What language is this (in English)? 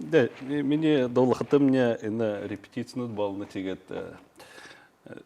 Buriat